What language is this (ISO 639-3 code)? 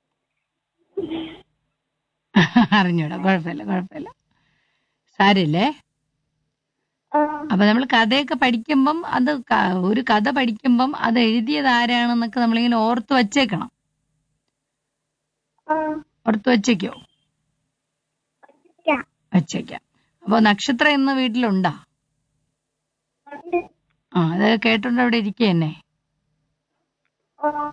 mal